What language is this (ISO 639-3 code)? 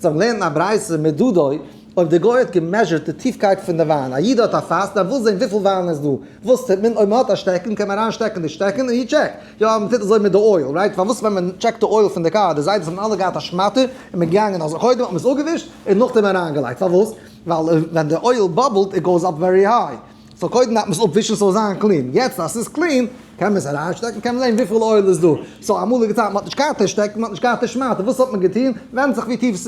yid